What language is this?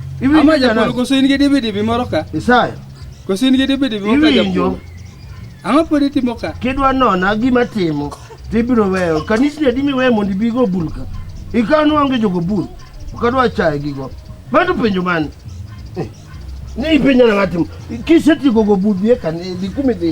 Luo (Kenya and Tanzania)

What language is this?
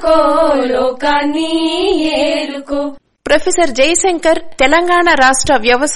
Telugu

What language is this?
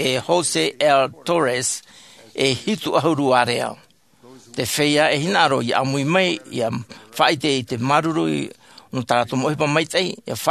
Tahitian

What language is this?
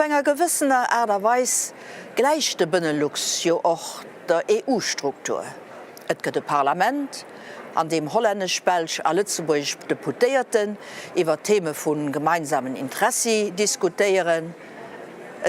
Luxembourgish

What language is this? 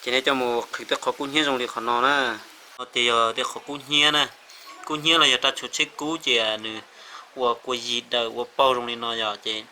Hmong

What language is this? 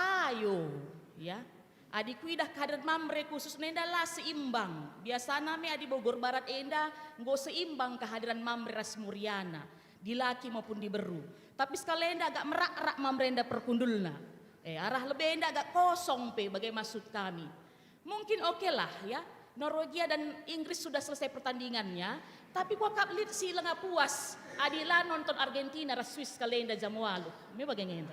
Batak Karo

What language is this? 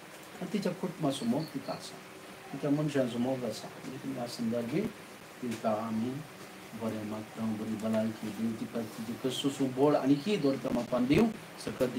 Konkani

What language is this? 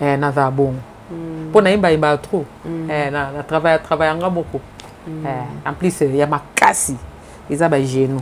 Lingala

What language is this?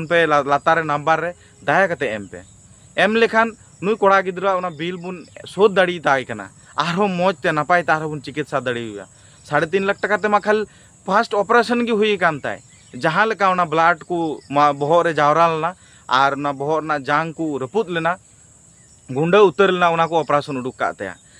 Santali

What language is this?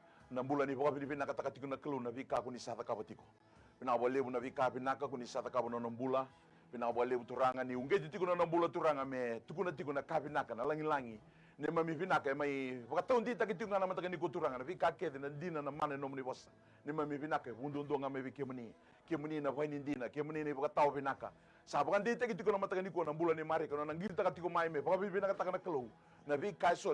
Fijian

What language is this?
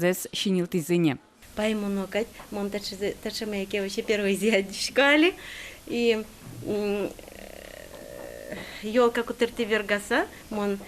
Udmurt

